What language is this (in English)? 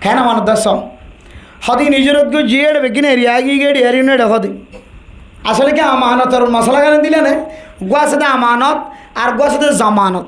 Rohingya